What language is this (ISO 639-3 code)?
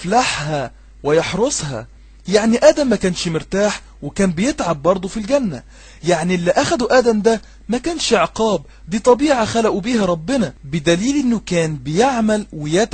arz